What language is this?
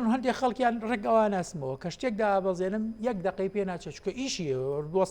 Central Kurdish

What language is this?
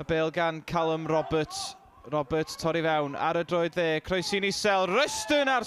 Welsh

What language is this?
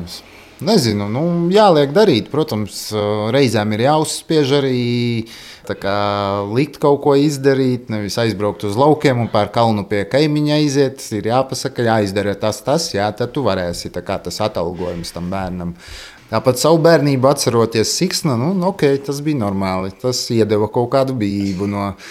Latvian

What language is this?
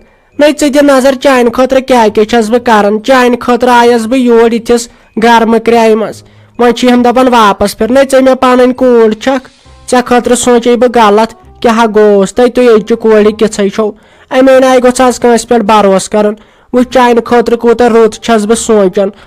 Kashmiri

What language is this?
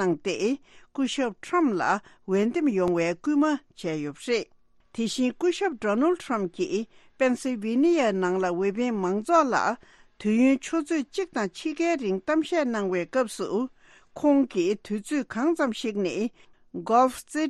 Tibetan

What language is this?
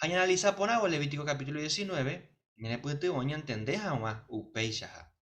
Guarani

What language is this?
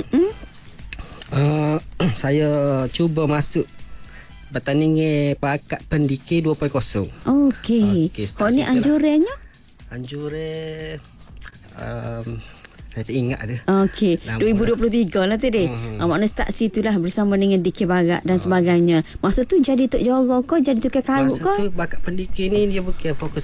Malay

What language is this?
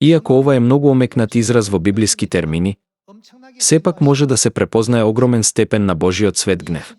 Macedonian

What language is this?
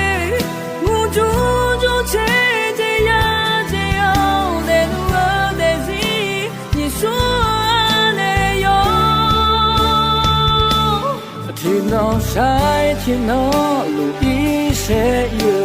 Akha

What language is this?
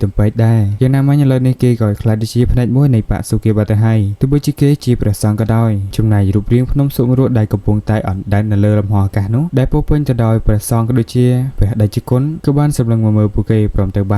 Khmer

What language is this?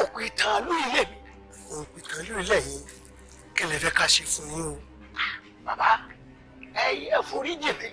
Yoruba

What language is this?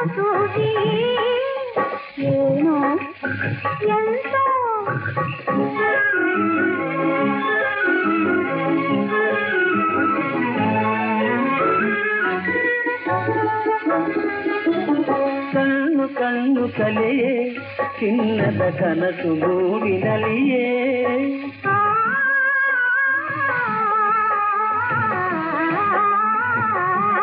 Kannada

